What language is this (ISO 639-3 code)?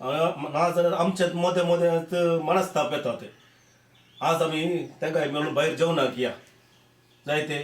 kok